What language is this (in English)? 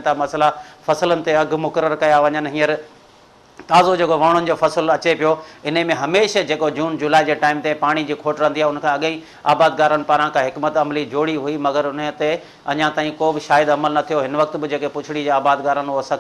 Sindhi